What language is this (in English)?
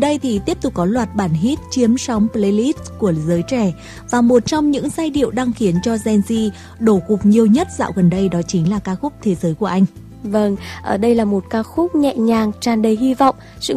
Vietnamese